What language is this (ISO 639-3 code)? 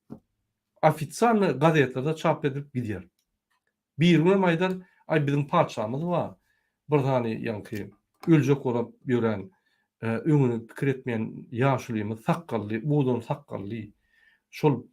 tuk